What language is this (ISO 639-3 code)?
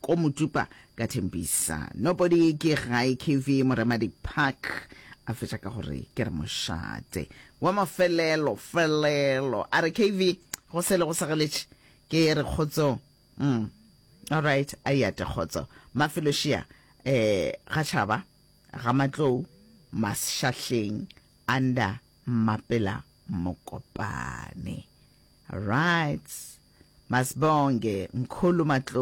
nso